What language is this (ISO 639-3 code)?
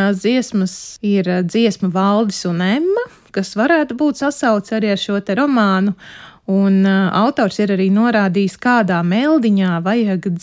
lav